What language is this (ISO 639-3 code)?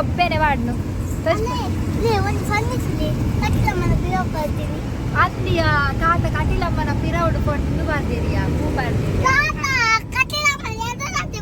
tcy